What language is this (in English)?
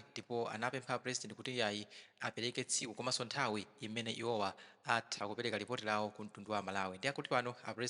Nyanja